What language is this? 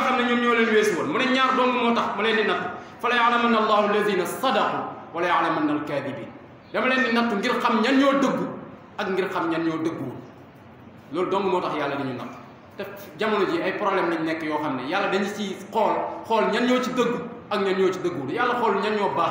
Wolof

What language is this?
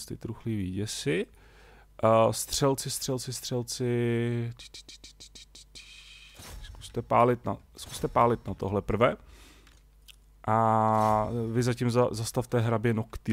Czech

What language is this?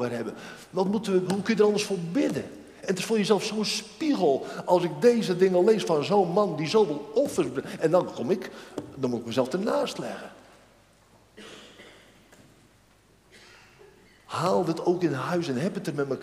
Dutch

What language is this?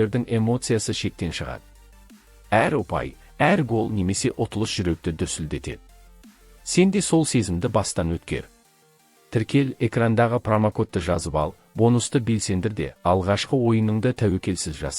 Kazakh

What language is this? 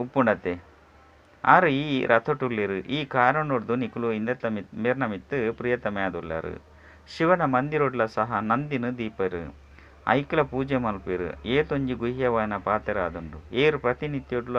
Tulu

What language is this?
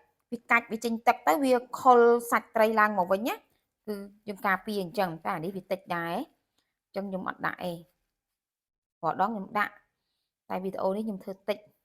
Khmer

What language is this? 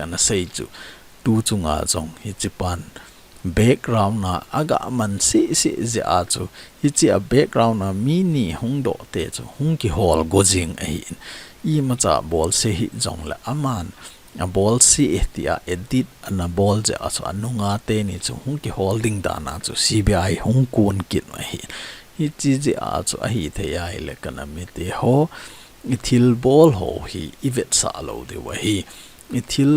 Thado Chin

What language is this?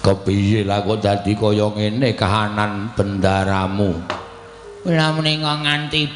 Javanese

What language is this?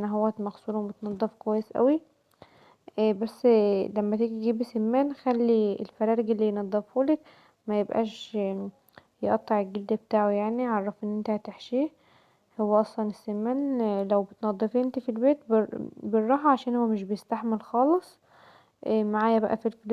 Egyptian Arabic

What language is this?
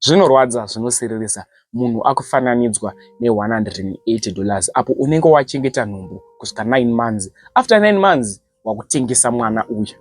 Shona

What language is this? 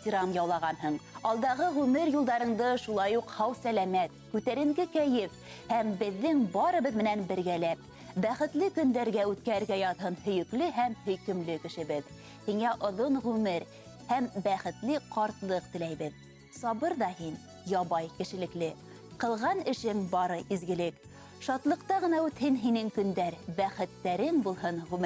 Bashkir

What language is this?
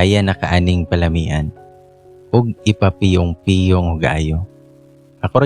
Cebuano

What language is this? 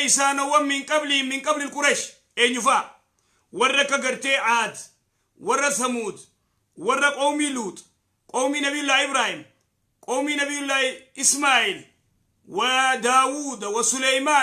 Oromo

